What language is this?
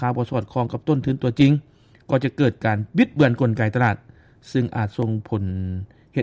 Lao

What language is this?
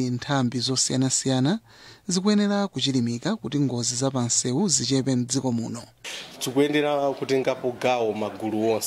Nyanja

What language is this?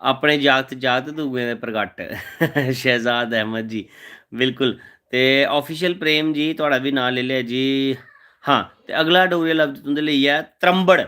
Dogri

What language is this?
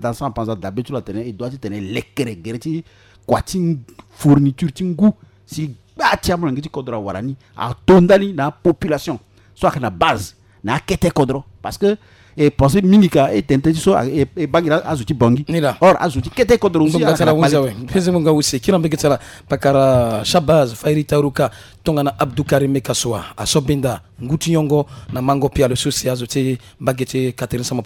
Sango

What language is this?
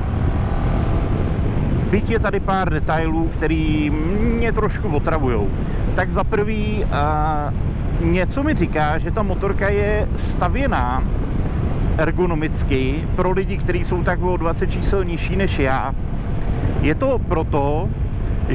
Czech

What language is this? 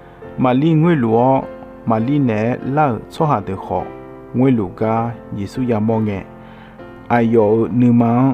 Akha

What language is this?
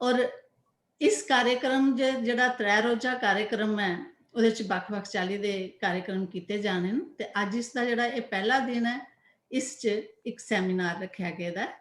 Dogri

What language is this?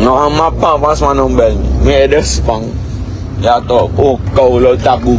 Sranan Tongo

